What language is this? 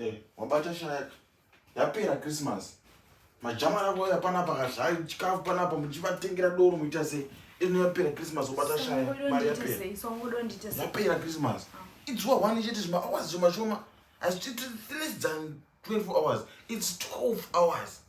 Shona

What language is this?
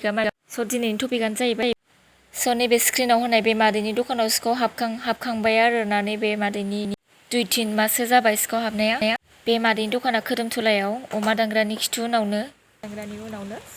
Bodo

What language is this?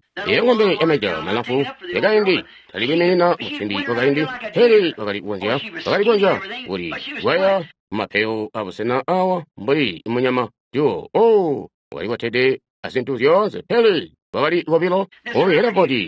Tonga (Zambia)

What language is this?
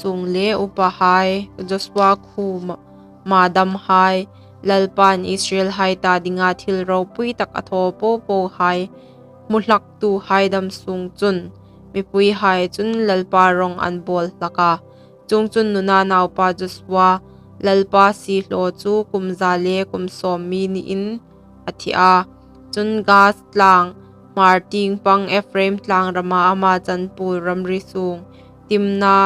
Hmar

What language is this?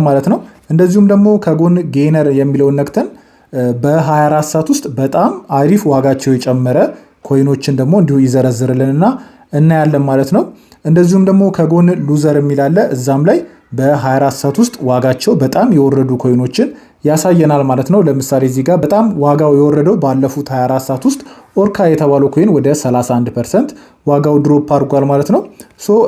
Amharic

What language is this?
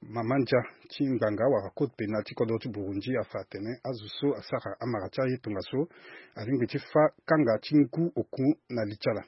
Sango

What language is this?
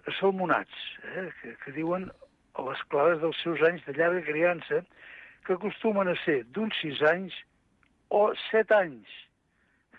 Catalan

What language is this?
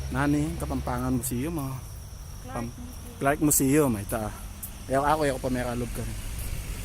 Pampanga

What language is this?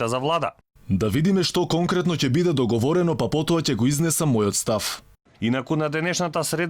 Macedonian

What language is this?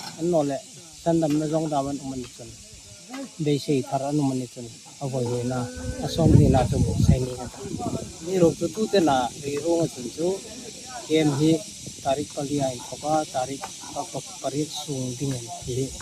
Hmar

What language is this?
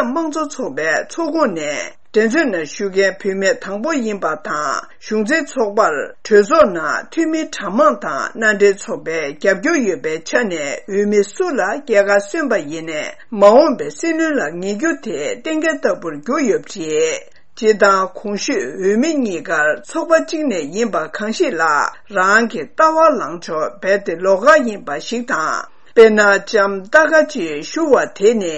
Tibetan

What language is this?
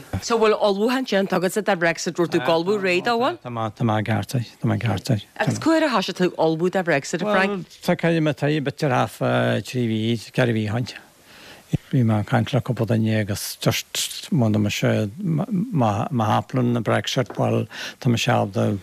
Irish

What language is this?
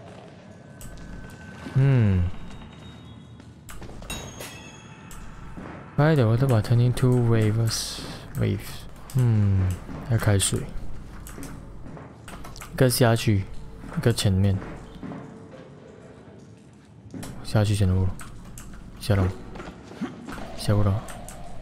Chinese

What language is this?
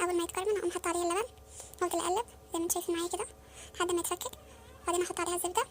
Egyptian Arabic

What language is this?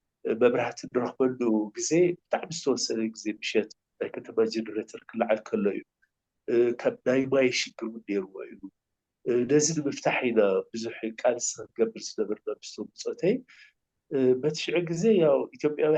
Tigrinya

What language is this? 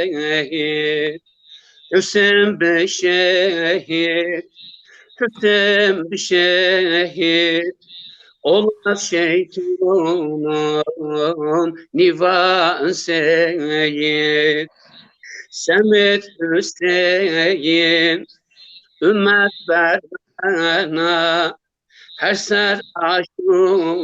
Zaza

